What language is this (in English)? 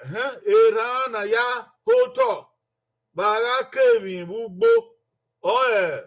Bini